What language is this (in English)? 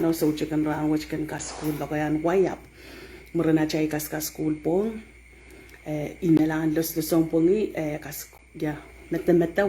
Pohnpeian